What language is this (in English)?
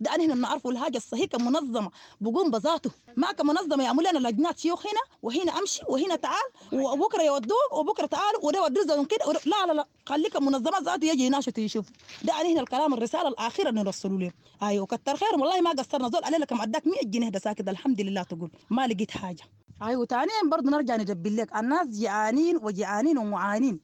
Sudanese Arabic